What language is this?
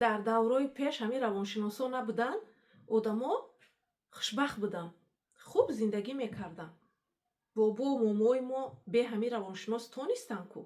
Tajik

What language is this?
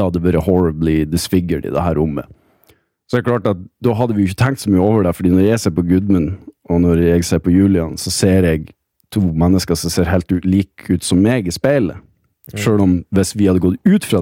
Norwegian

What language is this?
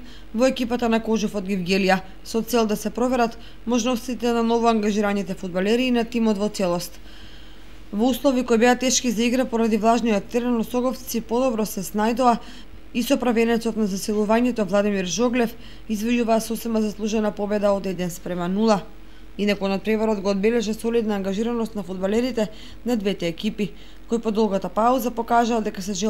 Macedonian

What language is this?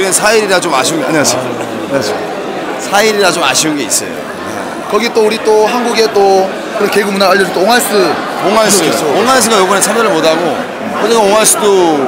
Korean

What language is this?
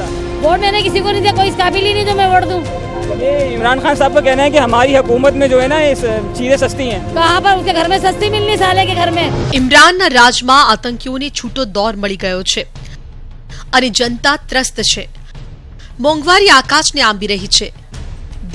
Gujarati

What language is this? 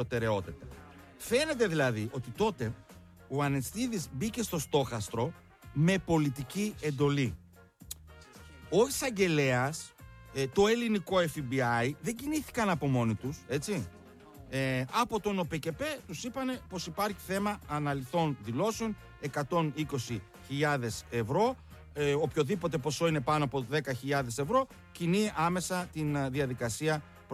Greek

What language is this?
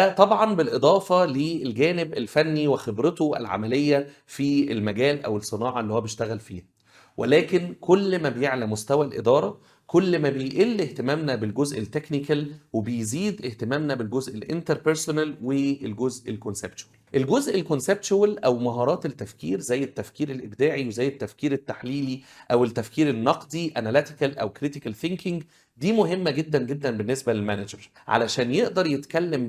Egyptian Arabic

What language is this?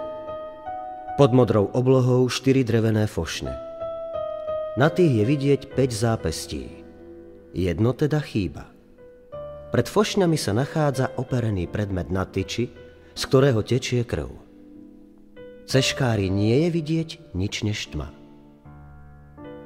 Slovak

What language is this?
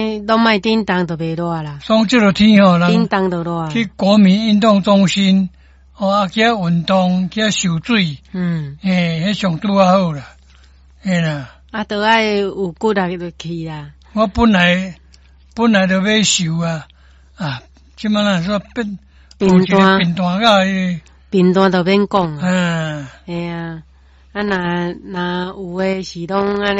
Min Nan Chinese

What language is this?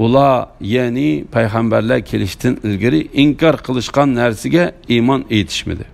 Uyghur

